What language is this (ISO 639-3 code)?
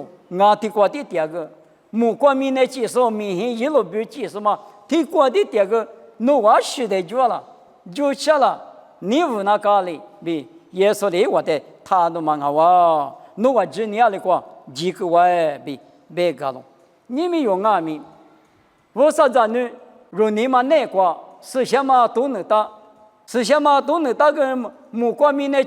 lis